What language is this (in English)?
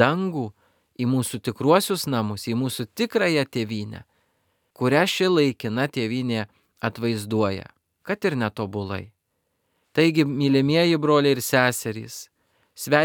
Lithuanian